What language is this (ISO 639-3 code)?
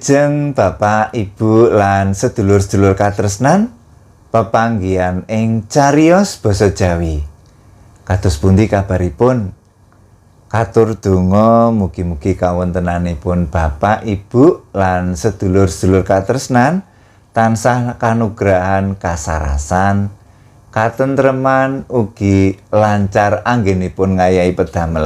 jav